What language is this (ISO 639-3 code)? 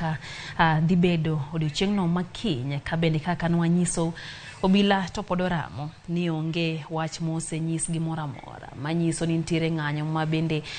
luo